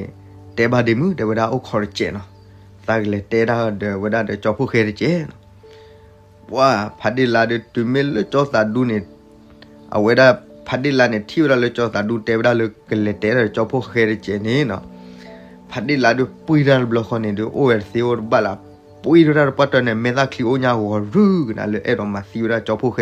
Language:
S'gaw Karen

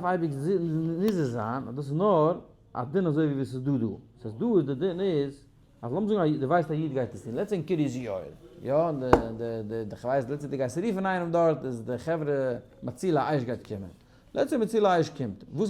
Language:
Yiddish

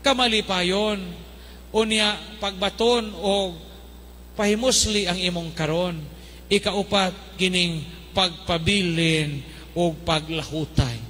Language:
Cebuano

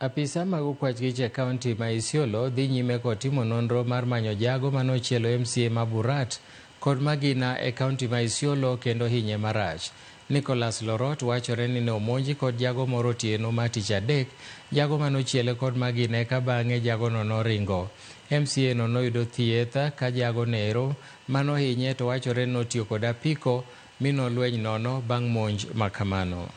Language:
Luo (Kenya and Tanzania)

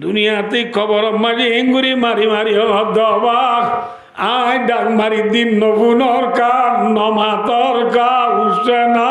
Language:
Rohingya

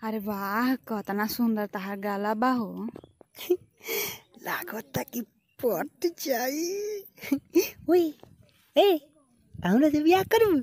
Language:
Bhojpuri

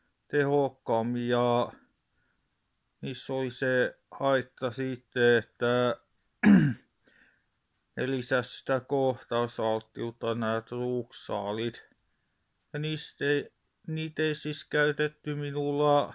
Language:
Finnish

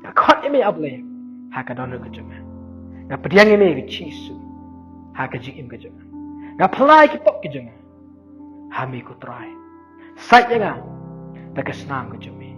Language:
Khasi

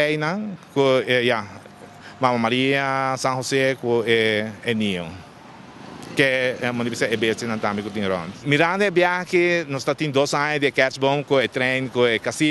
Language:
Papiamento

